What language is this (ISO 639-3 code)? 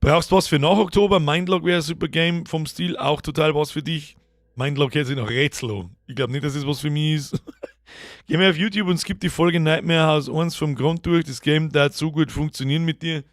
bar